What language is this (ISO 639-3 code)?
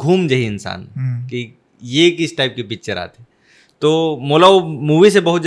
hne